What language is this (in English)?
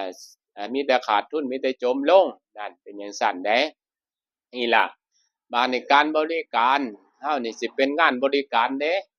Northeastern Thai